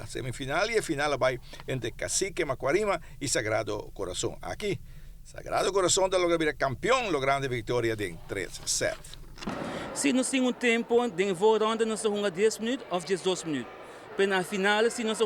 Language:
Papiamento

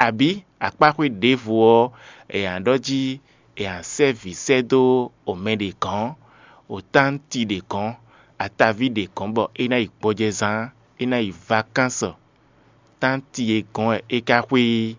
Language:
Fon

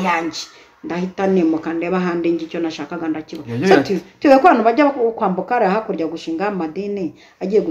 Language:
Kinyarwanda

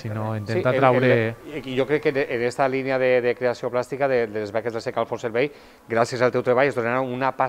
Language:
Catalan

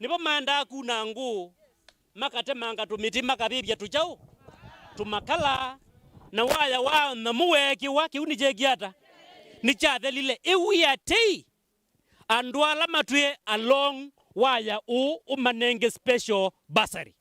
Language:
Kamba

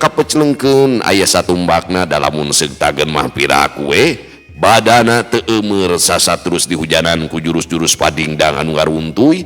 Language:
Sundanese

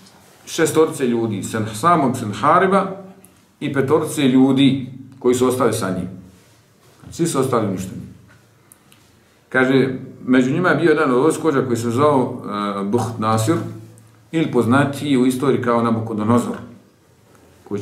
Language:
Bosnian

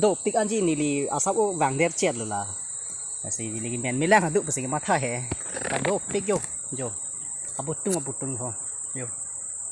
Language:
Karbi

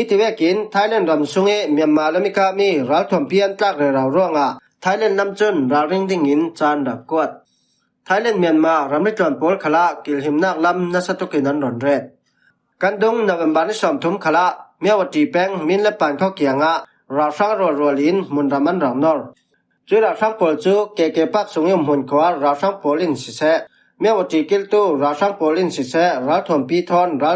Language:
Falam Chin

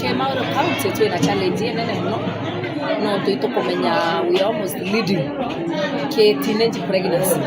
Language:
Meru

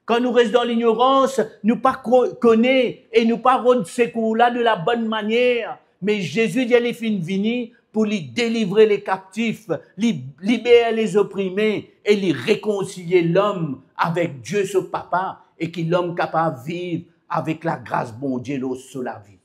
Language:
Morisyen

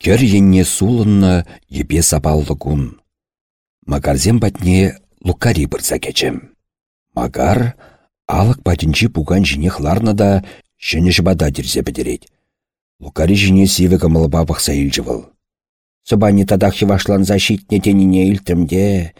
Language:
Chuvash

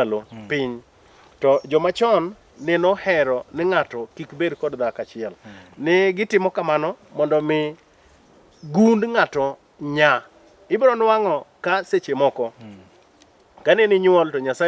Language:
Luo (Kenya and Tanzania)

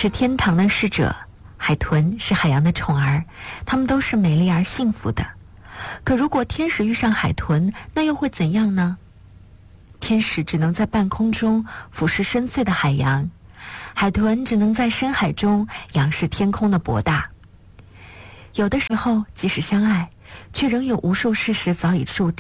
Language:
Chinese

